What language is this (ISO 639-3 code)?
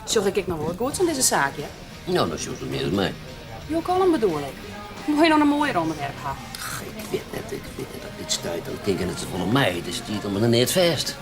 fry